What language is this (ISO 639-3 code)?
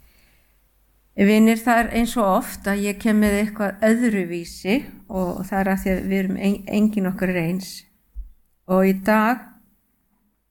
isl